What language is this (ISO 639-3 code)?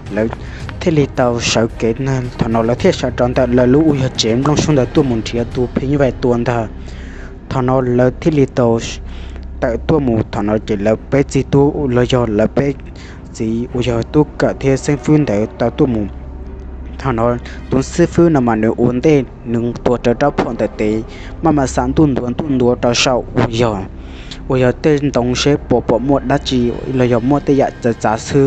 hmn